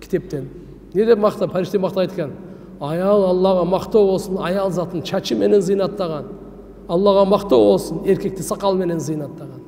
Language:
Kyrgyz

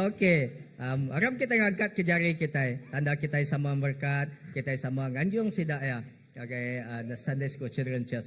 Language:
Iban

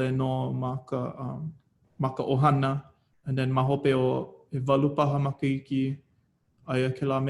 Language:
Hawaiian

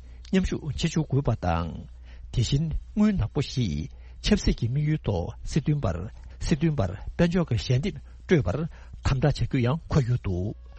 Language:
Tibetan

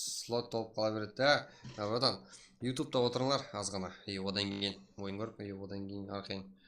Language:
Kara-Kalpak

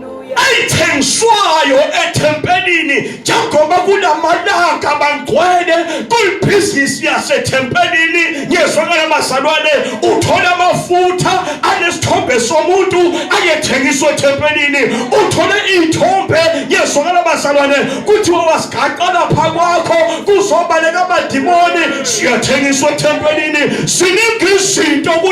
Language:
Zulu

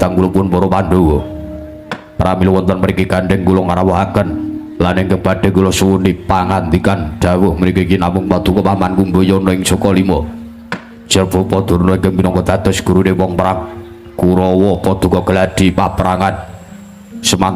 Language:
Javanese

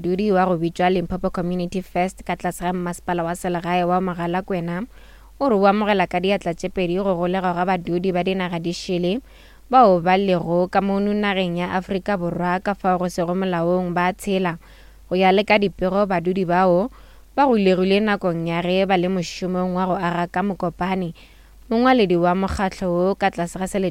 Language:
Northern Sotho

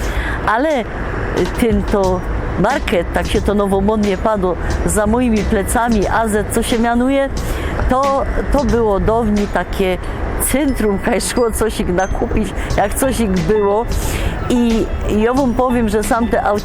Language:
Silesian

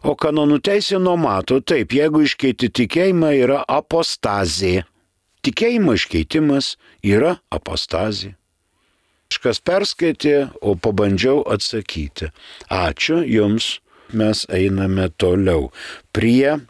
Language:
Lithuanian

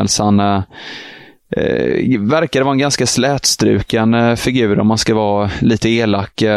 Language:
Swedish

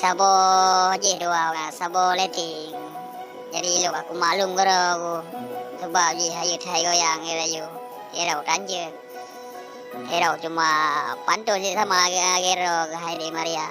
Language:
Achinese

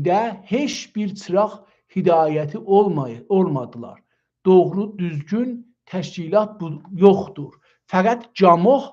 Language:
South Azerbaijani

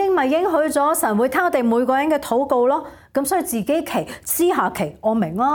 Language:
Cantonese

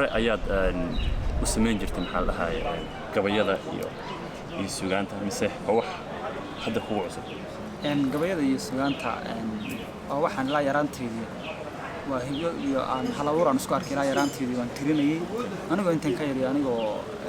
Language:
Somali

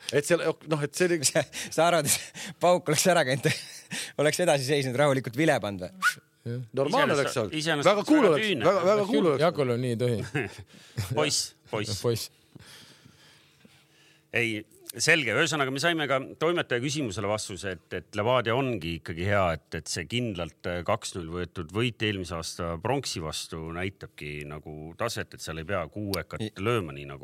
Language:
Estonian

